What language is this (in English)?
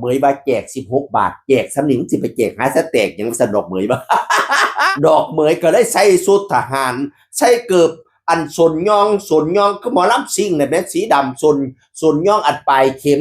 Northeastern Thai